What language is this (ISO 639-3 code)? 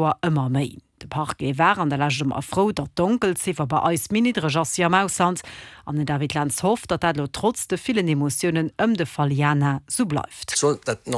ltz